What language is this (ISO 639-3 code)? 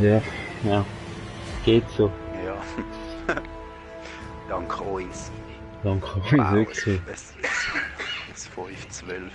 gsw